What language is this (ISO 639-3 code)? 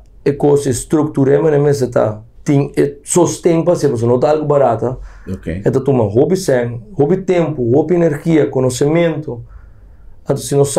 pap